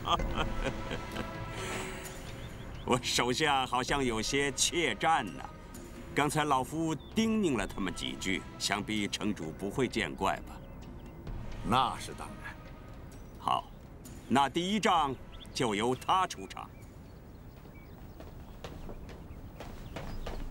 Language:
Chinese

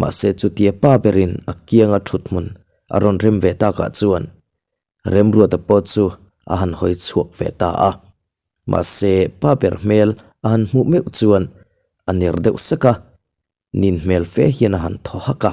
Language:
Mizo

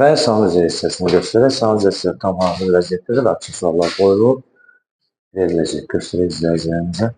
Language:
Azerbaijani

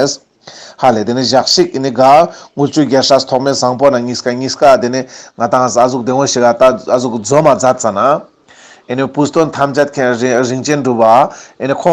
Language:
Ladakhi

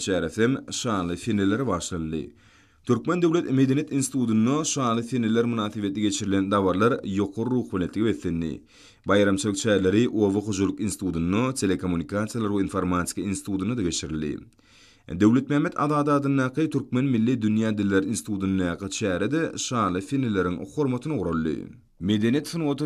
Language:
Turkmen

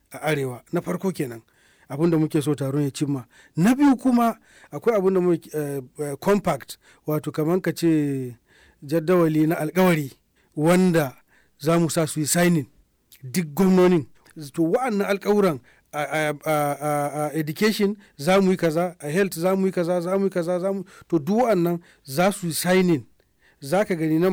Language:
Hausa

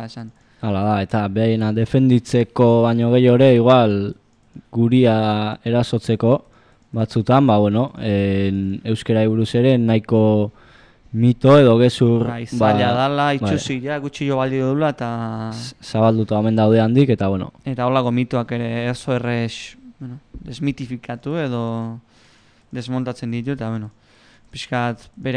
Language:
Basque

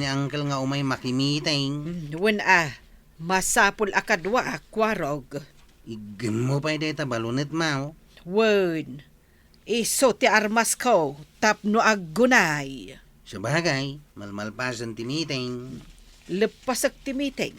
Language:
Iloko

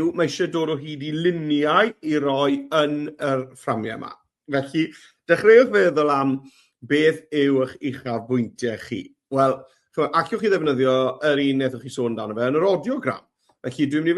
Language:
Welsh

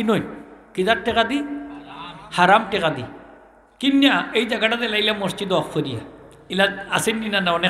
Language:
Sylheti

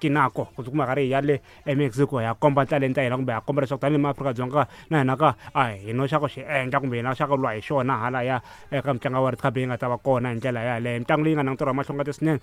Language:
Tsonga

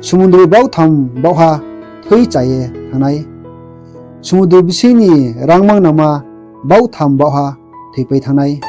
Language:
Riang (India)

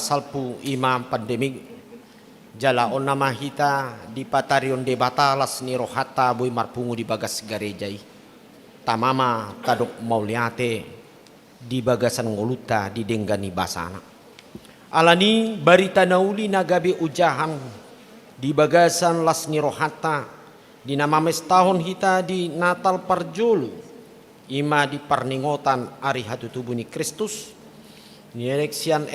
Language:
Batak Toba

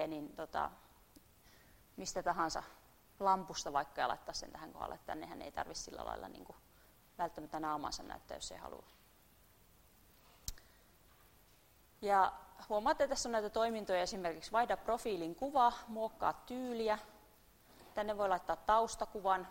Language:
Finnish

